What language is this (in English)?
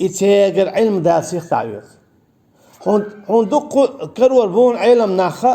Chechen